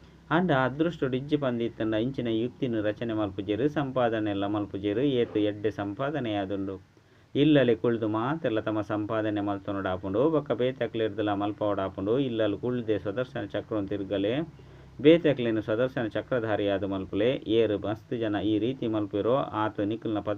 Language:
Tulu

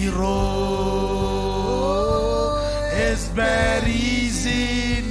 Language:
Marshallese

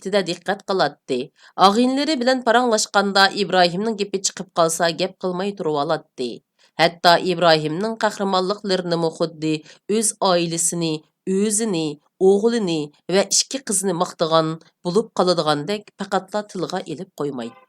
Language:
Uyghur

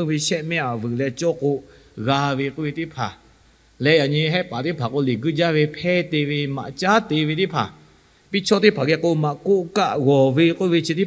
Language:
Lahu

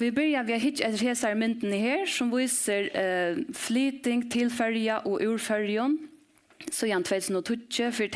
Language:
Faroese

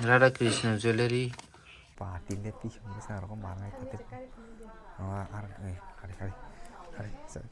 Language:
Kok Borok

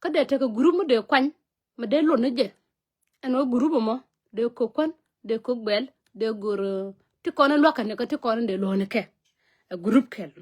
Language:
Nuer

